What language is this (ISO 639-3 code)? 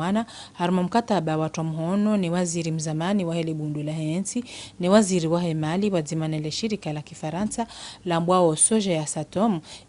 zdj